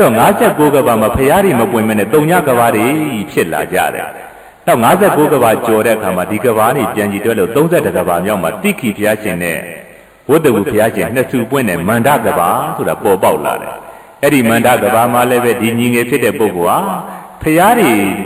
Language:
Burmese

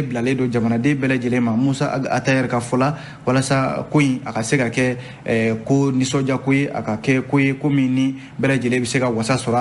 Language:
Bambara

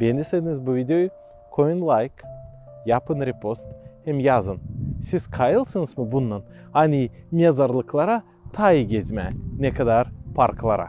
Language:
Gagauz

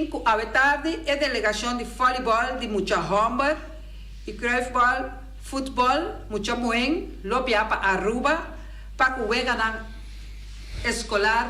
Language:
Papiamento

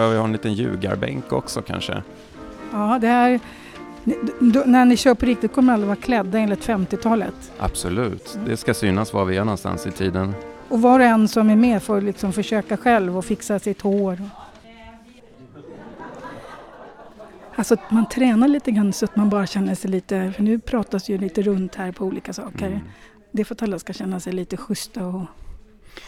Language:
Swedish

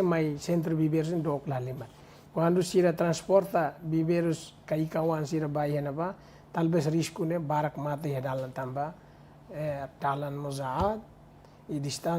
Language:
Tetum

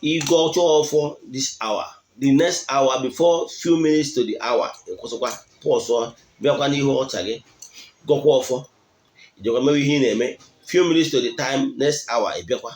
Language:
Igbo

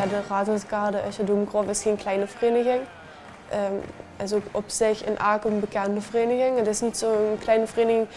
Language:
Limburgish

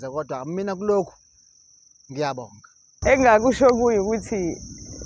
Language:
Zulu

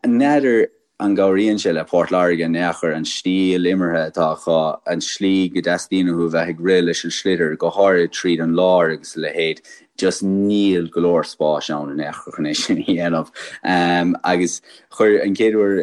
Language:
Irish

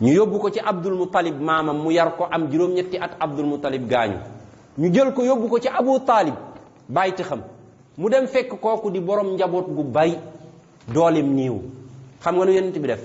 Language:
Wolof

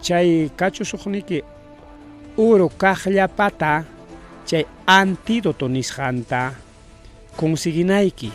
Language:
Ayacucho Quechua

